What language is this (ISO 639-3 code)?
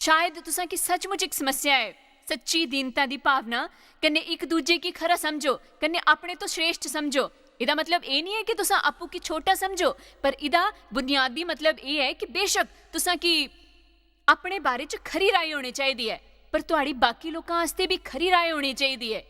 doi